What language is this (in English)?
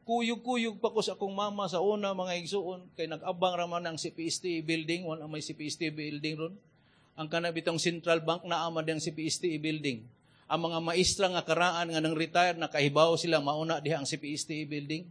Cebuano